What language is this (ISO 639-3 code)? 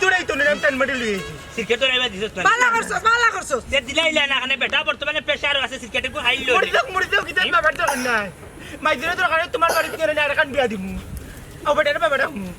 syl